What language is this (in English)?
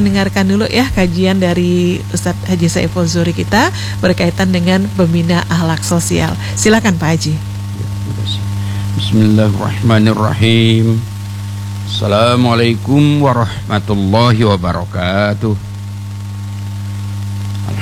Indonesian